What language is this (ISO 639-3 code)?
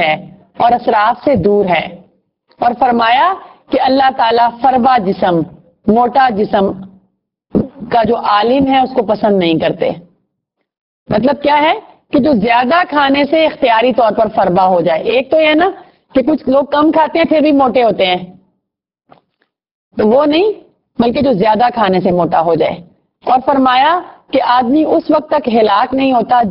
urd